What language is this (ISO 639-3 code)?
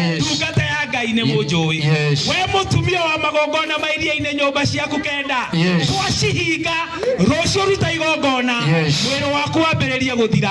kik